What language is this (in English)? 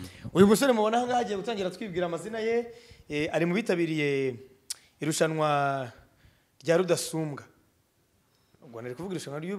Kinyarwanda